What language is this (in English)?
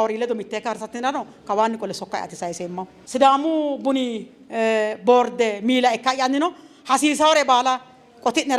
Sidamo